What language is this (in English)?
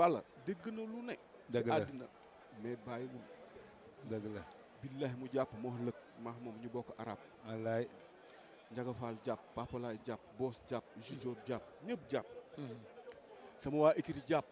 Wolof